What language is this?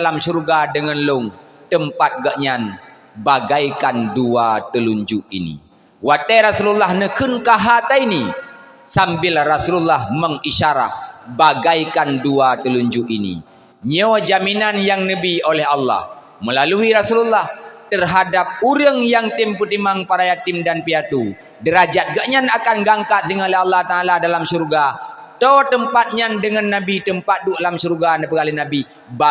Achinese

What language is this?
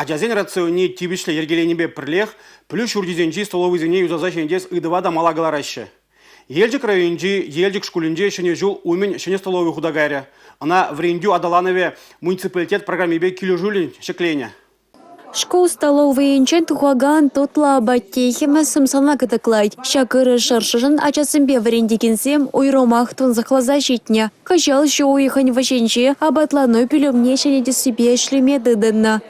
Chuvash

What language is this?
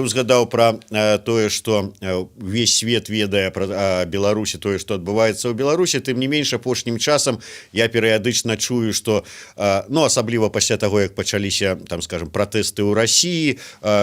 Belarusian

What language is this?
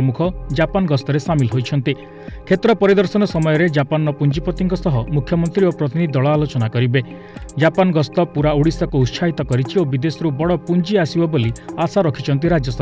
Odia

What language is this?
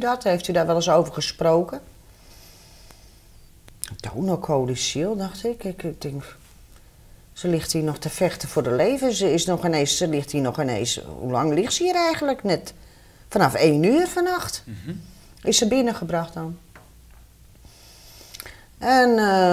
Dutch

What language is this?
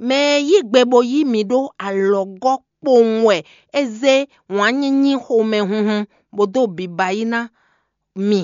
Fon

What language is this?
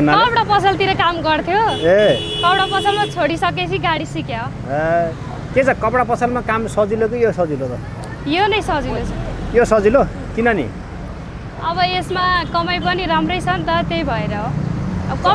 Nepali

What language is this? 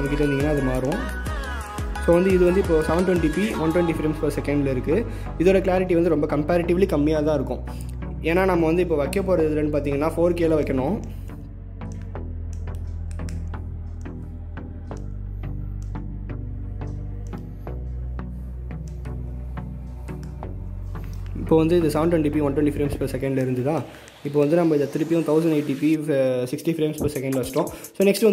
Tamil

